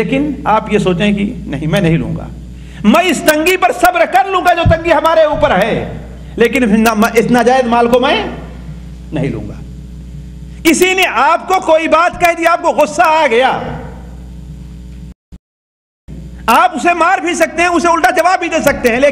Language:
Urdu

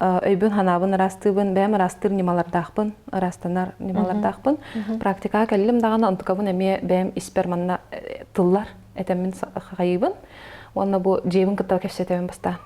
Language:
Yakut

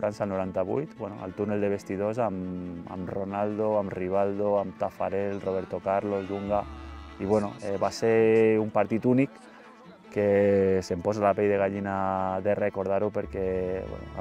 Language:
Catalan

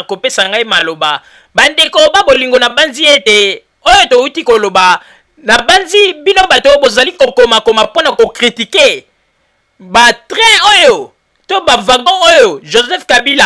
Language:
Lingala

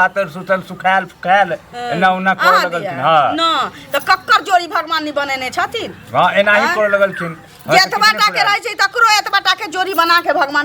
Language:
Maithili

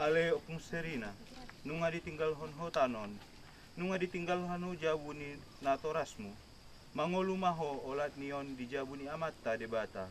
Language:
Batak Toba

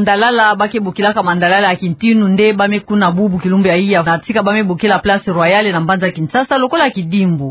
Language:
Kituba (Democratic Republic of Congo)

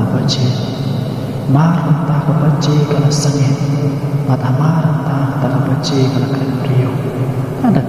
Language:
Khasi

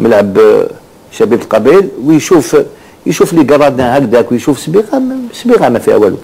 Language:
Algerian Arabic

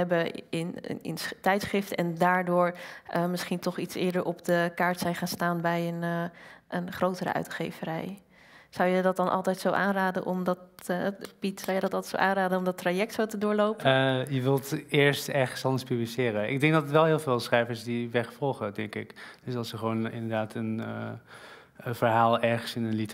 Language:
Dutch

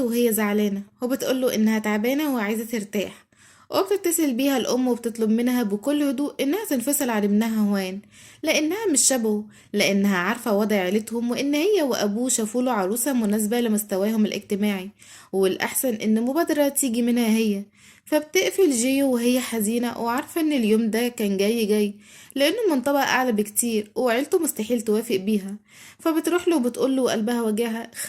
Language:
Egyptian Arabic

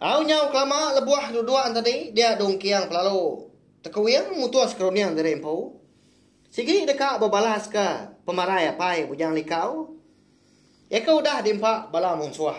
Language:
Iban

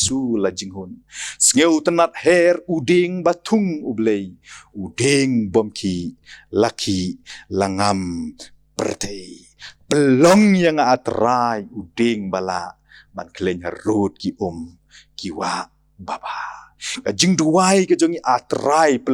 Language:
Khasi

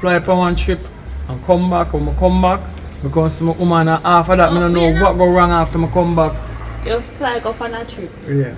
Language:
Jamaican Creole English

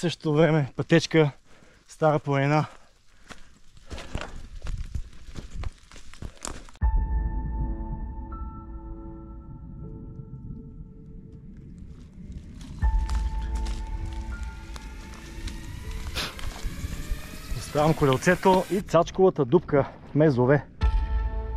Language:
Bulgarian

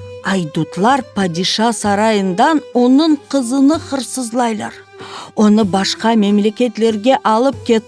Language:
Crimean Tatar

